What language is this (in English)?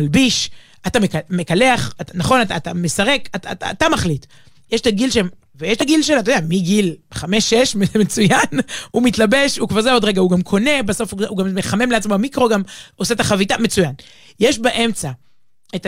Hebrew